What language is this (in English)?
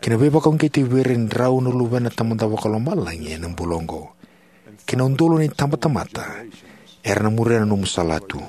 Fijian